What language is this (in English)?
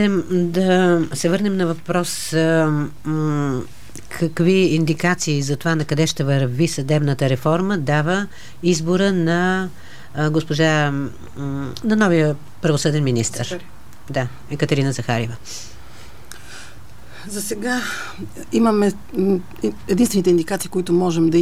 Bulgarian